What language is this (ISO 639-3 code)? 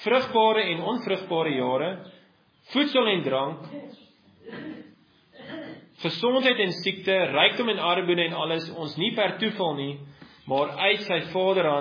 afr